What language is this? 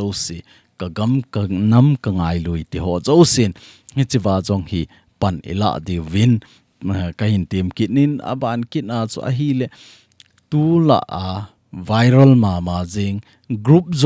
Thado Chin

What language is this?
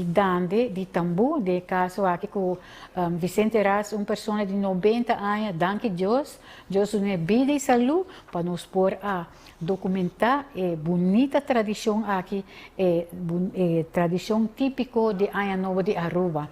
Papiamento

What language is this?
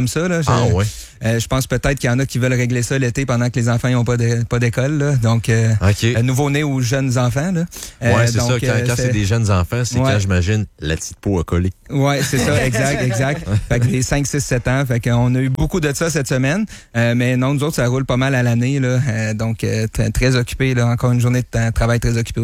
French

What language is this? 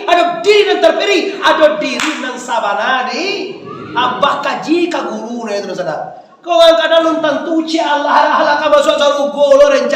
Minangkabau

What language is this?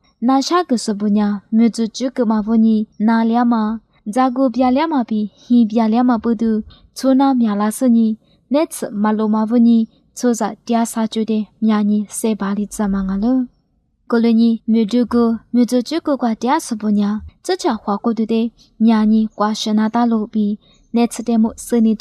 Lisu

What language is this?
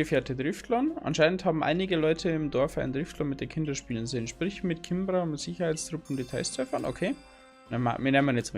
Bavarian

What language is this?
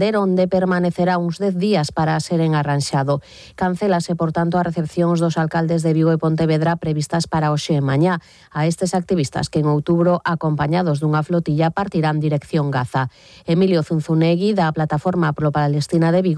Galician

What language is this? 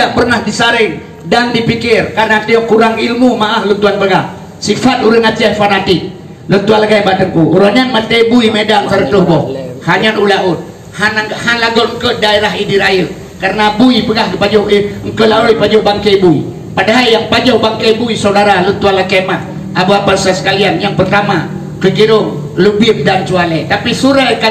Achinese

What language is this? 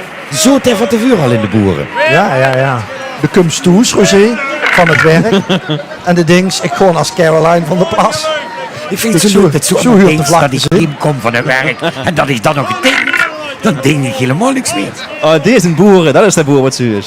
Limburgish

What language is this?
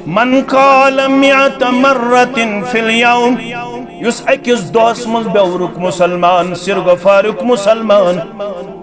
Kashmiri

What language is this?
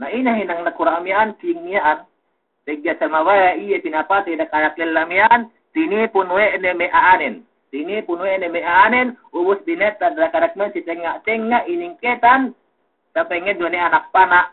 Yakan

